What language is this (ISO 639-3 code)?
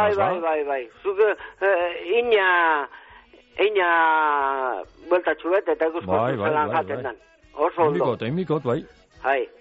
eus